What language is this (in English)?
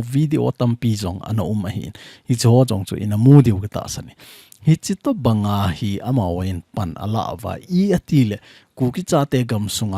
Thado Chin